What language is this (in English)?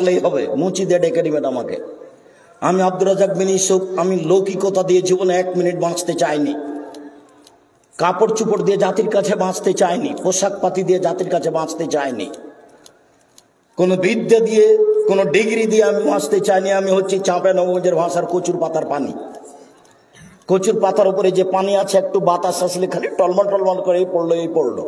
Bangla